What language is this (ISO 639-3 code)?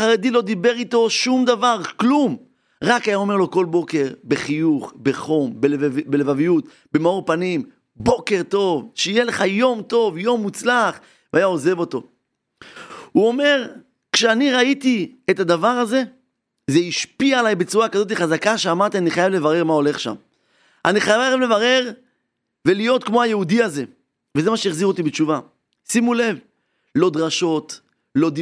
heb